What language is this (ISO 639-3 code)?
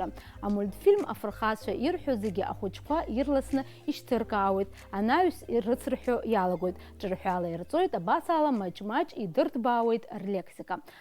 abk